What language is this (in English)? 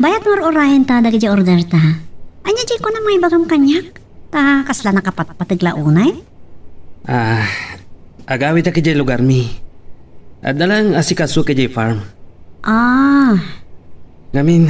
Iloko